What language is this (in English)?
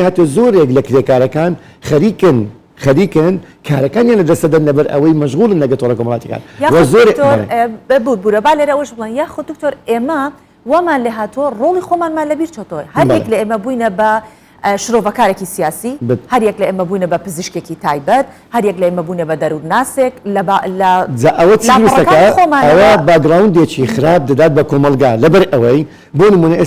Central Kurdish